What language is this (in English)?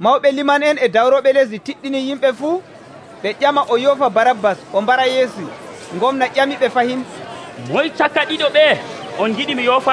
Nigerian Fulfulde